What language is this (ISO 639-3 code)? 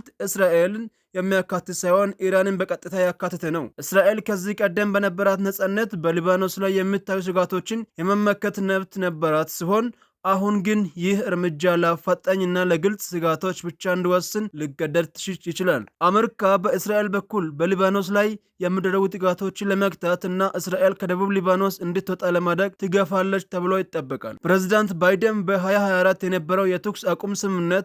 amh